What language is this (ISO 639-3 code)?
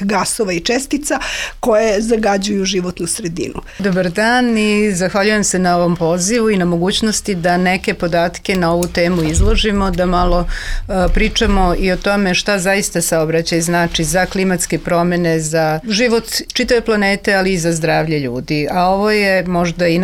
srp